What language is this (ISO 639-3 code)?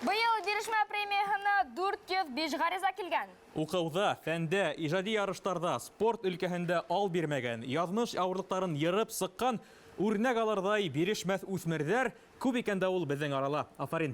bak